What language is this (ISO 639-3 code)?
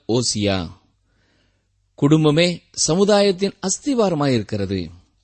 tam